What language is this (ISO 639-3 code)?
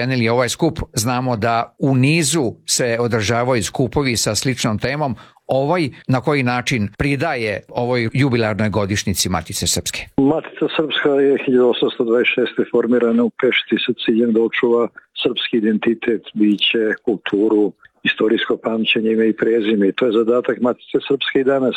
srp